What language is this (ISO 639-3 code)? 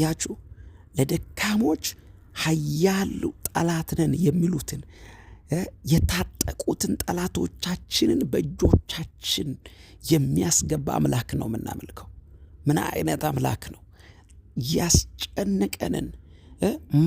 amh